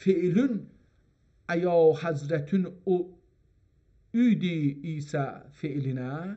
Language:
South Azerbaijani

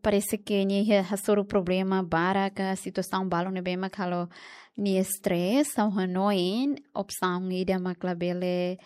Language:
Tetum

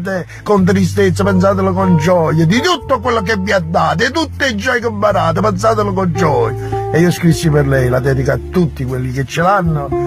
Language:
Neapolitan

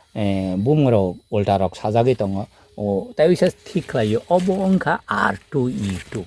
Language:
Kok Borok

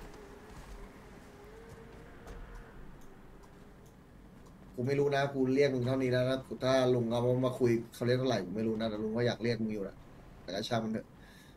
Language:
Thai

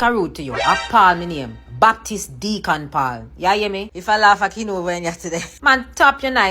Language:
Jamaican Creole English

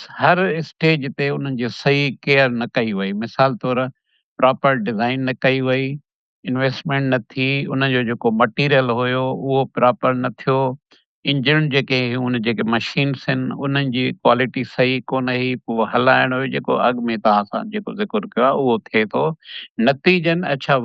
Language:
Sindhi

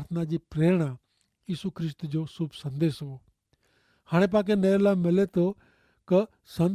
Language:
Kachhi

